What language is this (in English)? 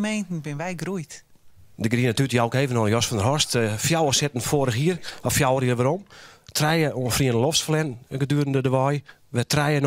Western Frisian